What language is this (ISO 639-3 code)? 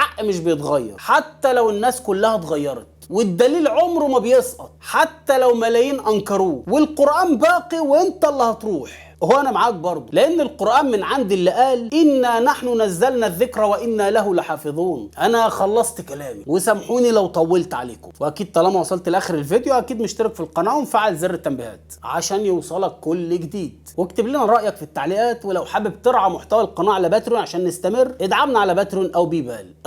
arz